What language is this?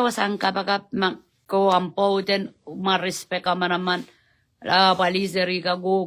Pohnpeian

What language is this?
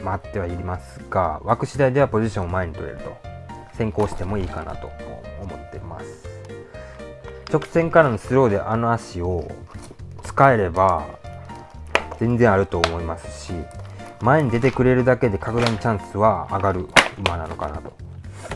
Japanese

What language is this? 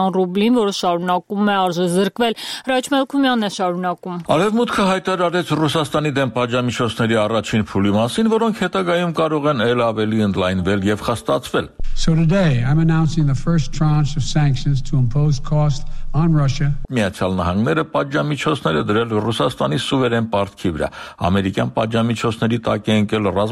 Armenian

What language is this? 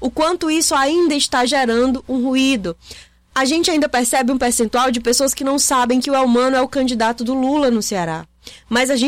Portuguese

